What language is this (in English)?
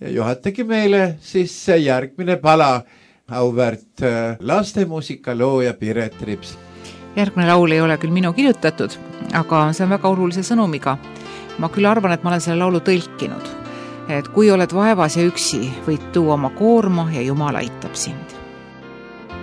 Estonian